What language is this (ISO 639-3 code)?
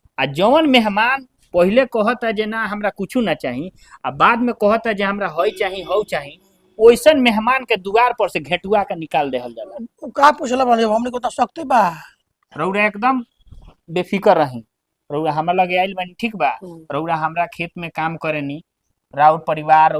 bho